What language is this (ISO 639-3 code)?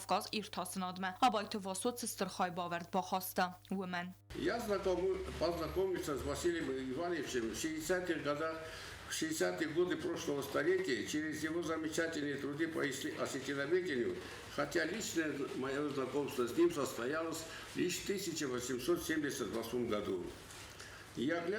oss